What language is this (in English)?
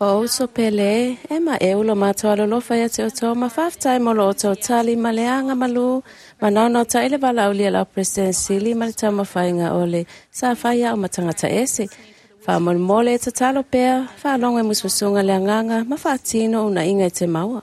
Samoan